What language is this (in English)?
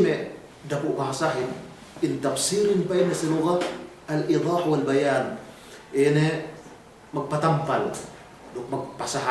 Yakan